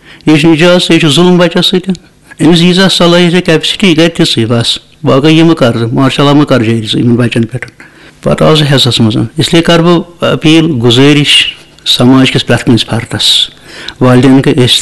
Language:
Kashmiri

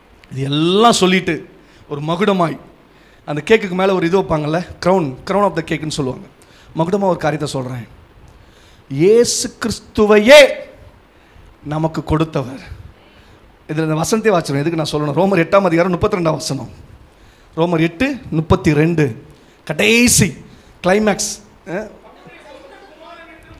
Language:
Tamil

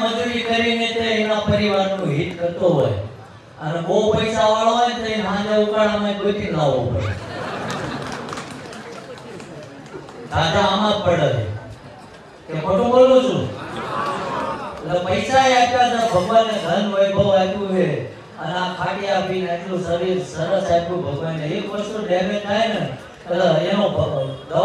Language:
Gujarati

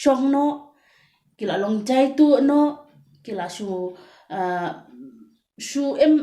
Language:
Khasi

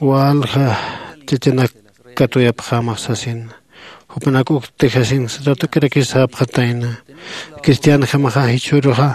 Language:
Aymara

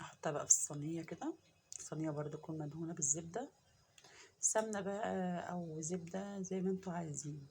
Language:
Egyptian Arabic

